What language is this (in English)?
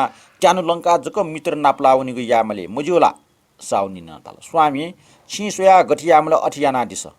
Newari